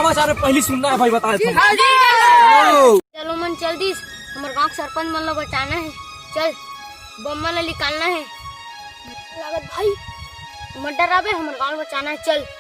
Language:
Chhattisgarhi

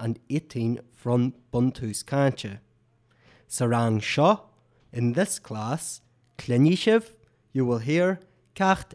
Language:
Irish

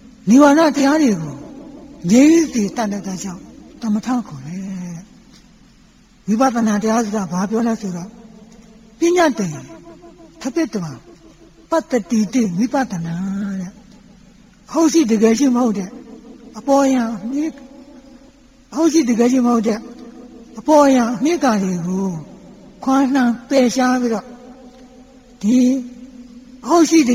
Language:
Burmese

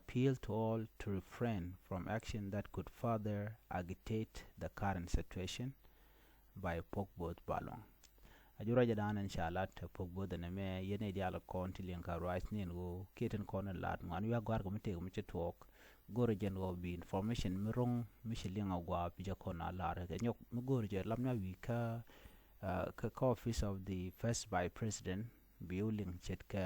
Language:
Nuer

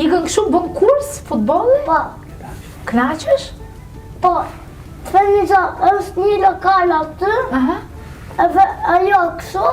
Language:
Albanian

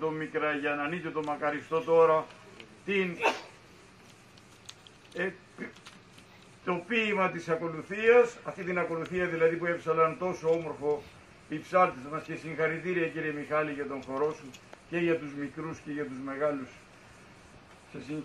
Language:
Greek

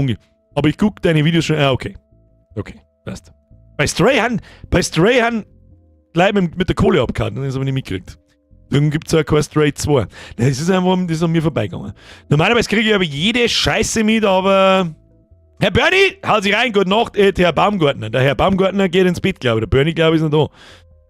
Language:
Bavarian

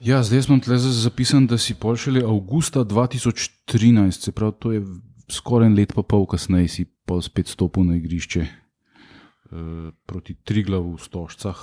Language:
Slovenian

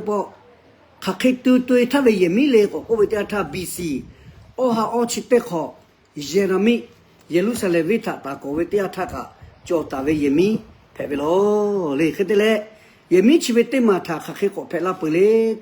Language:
Lahu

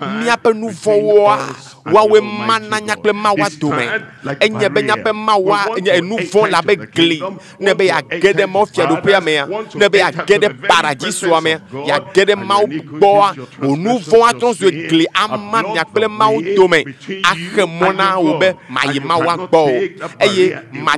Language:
Ewe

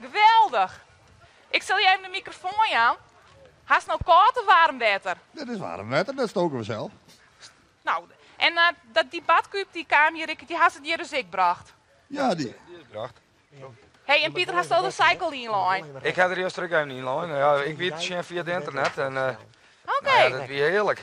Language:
Western Frisian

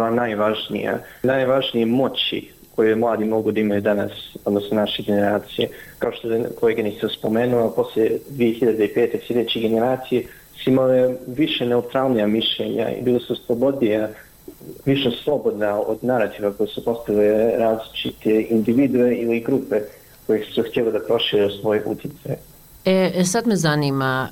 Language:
Bosnian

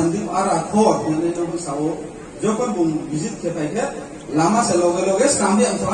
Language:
Riang (India)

